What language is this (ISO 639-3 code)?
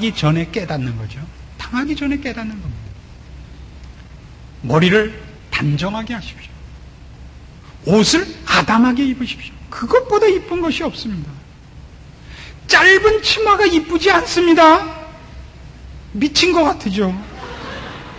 kor